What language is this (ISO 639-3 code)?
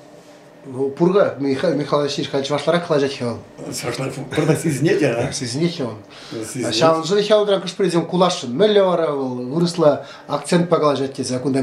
chv